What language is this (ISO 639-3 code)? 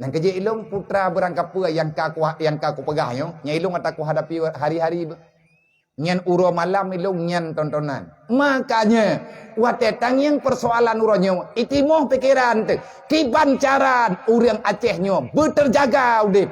ace